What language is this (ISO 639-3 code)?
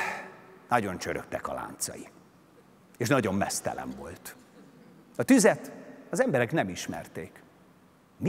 hun